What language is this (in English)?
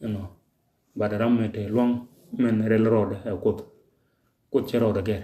Nuer